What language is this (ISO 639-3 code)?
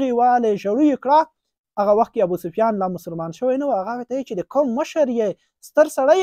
pus